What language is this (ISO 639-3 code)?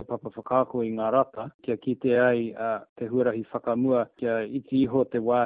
mri